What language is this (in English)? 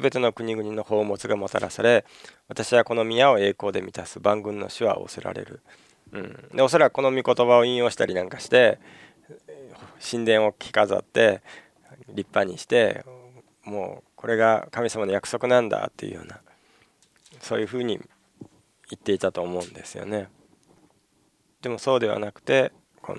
Japanese